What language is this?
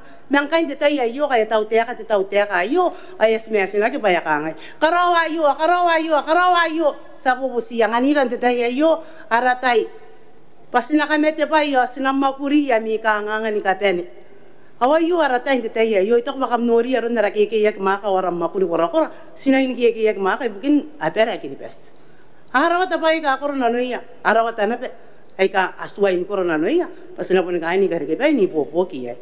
Gilbertese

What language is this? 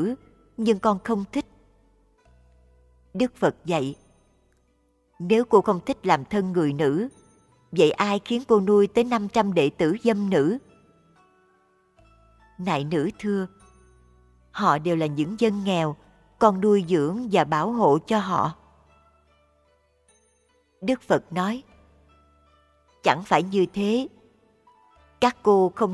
Vietnamese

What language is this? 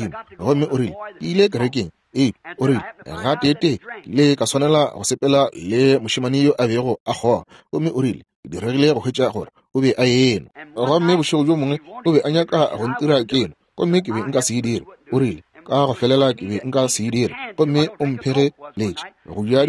Northern Sotho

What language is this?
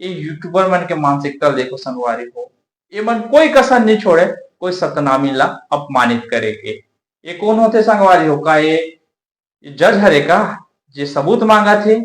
Chhattisgarhi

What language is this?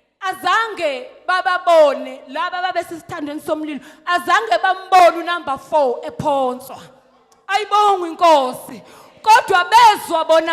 Zulu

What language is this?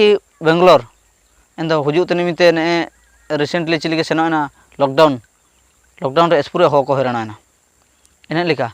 Ho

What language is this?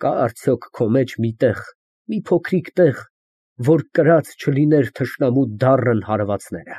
Armenian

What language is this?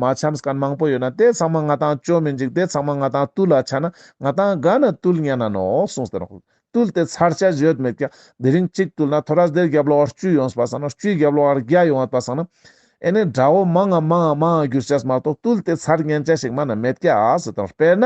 Ladakhi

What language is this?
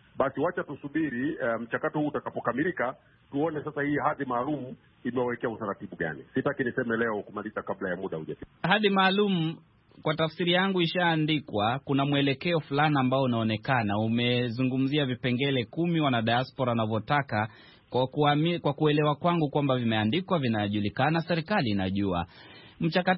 Swahili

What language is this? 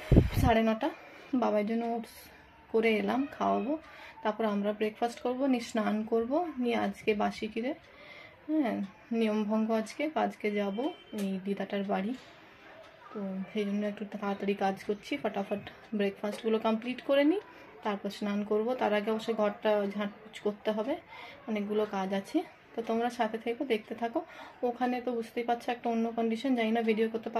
Bangla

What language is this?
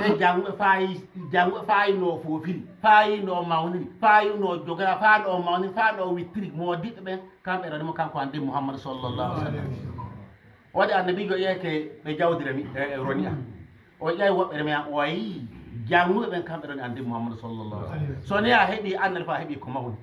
Fula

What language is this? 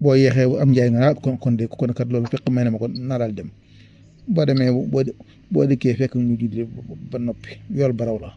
Wolof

